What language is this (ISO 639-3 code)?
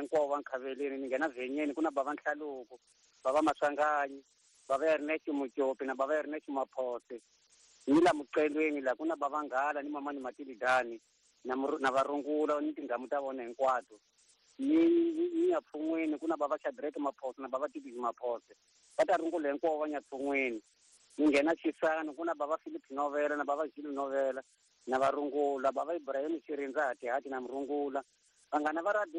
tso